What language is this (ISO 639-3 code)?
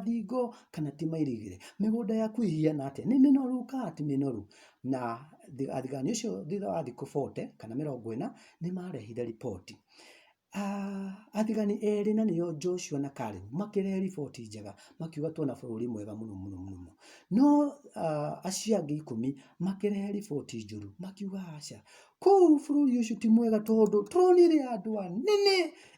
kik